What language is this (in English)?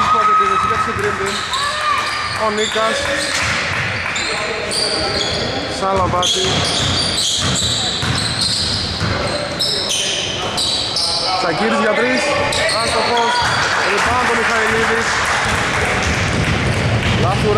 Greek